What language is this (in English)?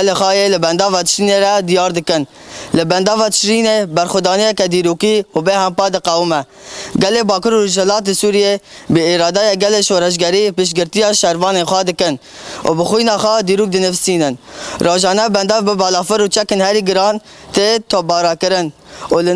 Kurdish